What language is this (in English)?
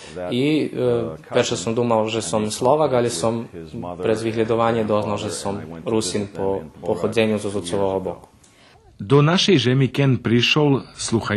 Rusyn